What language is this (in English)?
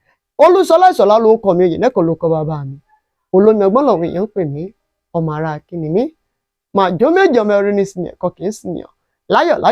Yoruba